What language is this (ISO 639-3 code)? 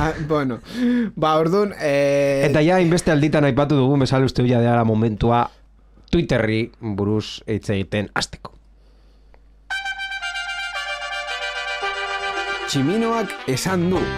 eus